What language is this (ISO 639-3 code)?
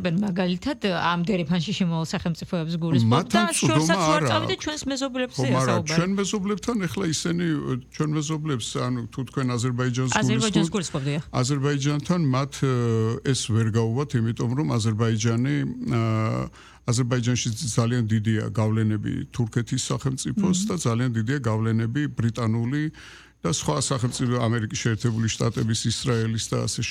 kat